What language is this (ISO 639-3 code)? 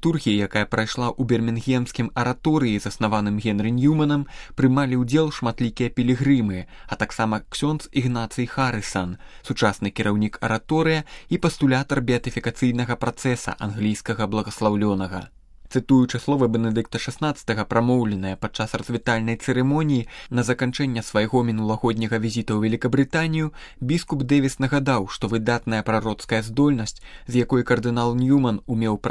bel